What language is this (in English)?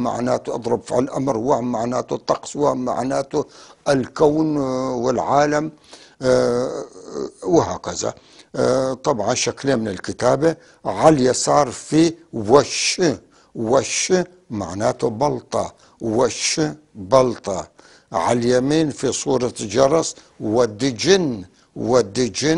North Levantine Arabic